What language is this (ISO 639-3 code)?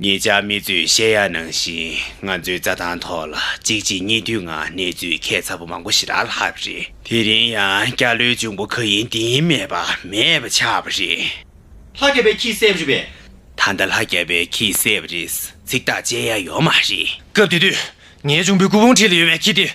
bod